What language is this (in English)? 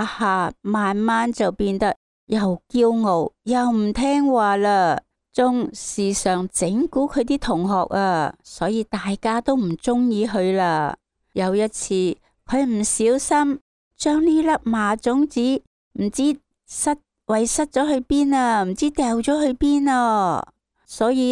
Cantonese